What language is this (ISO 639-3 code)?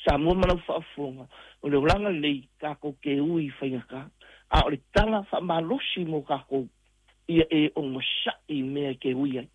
smo